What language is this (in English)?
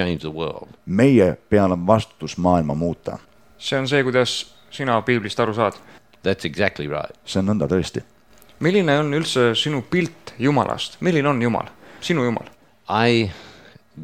Estonian